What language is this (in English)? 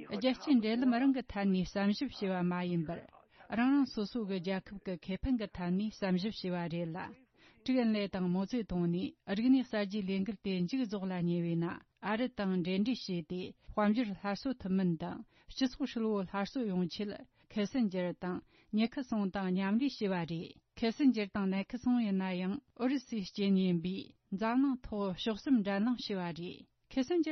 Tibetan